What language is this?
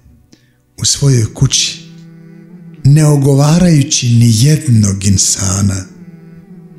Bosnian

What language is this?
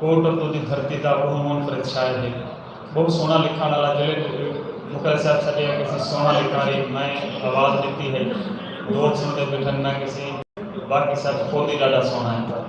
Saraiki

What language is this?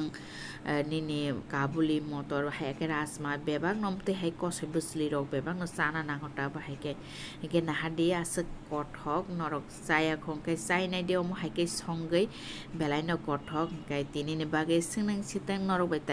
Kok Borok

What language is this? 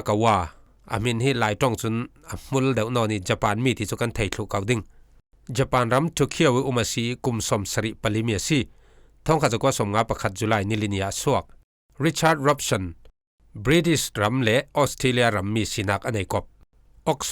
Falam Chin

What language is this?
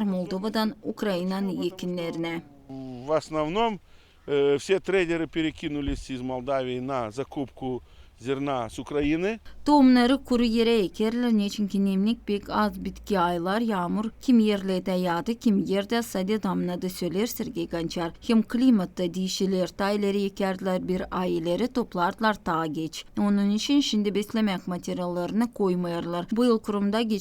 Gagauz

